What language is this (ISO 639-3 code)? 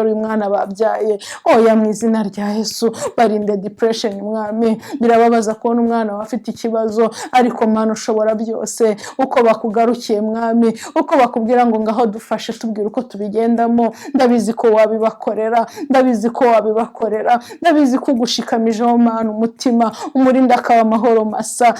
kin